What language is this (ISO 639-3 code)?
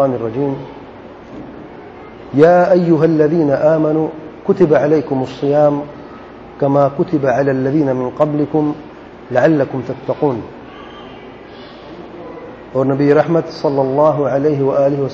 urd